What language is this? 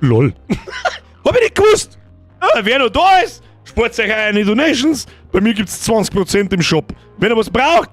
Bavarian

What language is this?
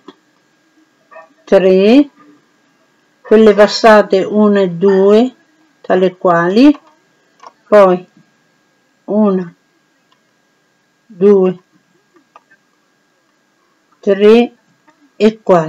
Italian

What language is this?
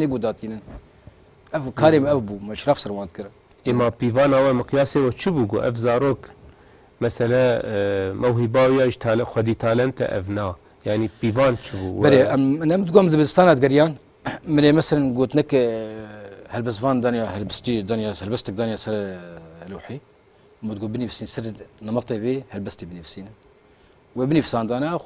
Kurdish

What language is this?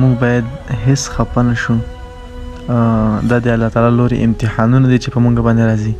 Pashto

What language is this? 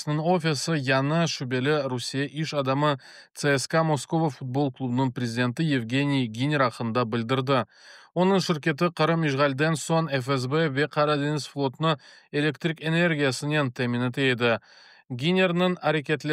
Crimean Tatar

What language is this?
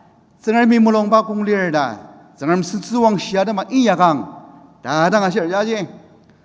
Ao Naga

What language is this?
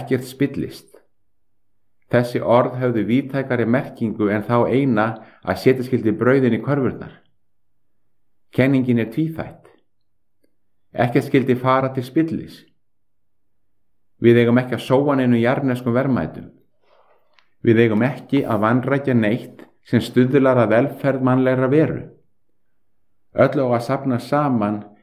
Icelandic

